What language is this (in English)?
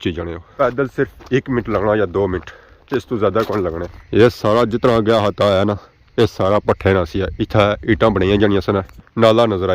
Pahari-Potwari